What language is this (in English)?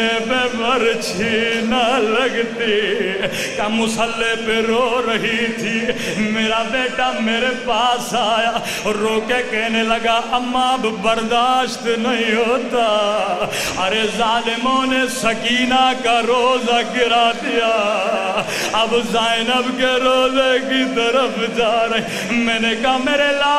Urdu